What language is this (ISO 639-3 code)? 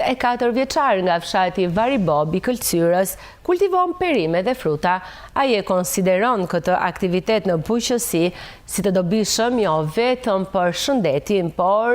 sqi